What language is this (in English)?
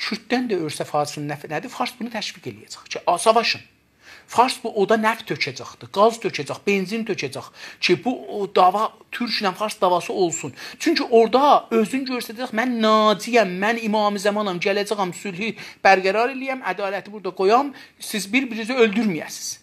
South Azerbaijani